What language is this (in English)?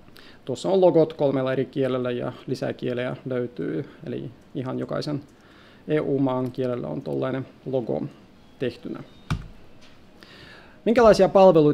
Finnish